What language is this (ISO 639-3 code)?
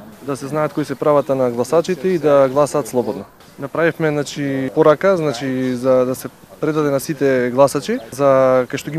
mkd